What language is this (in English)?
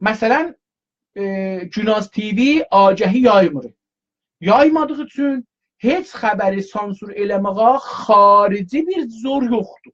South Azerbaijani